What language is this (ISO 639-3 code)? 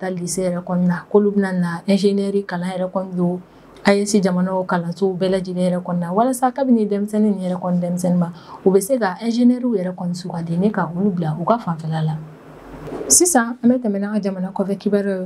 bam